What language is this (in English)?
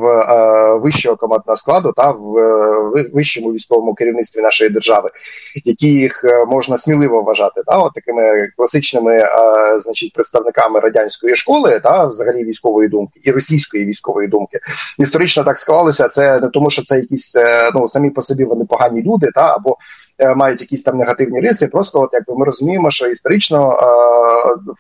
Ukrainian